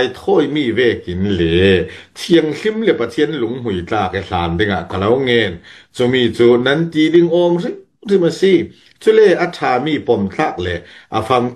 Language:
Falam Chin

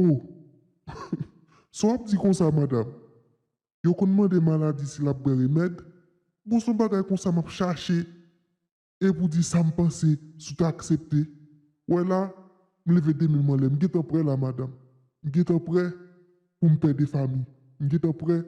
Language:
Haitian Creole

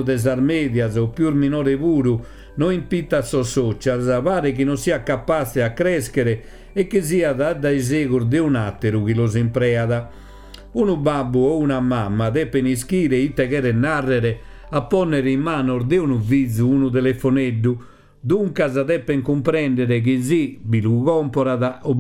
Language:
Sardinian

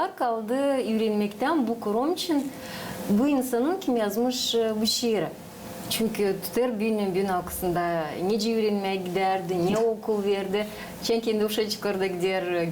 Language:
Gagauz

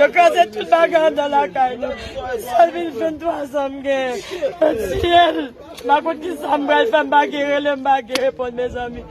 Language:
Haitian Creole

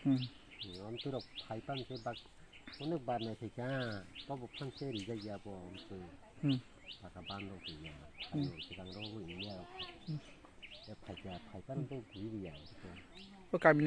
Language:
Kok Borok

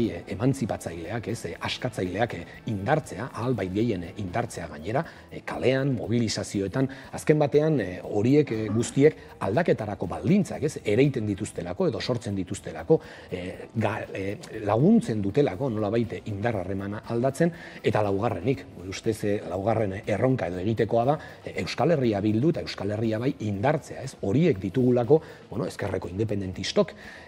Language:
Basque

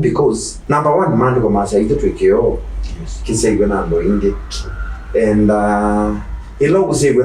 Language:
Kamba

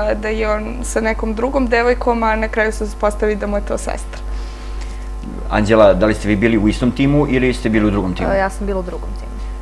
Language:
Serbian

